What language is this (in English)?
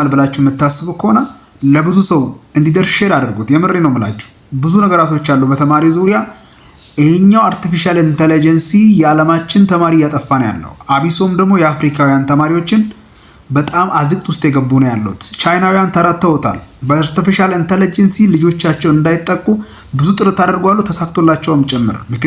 Amharic